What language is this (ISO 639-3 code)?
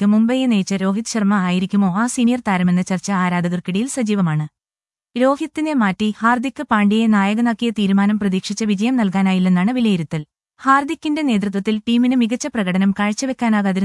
mal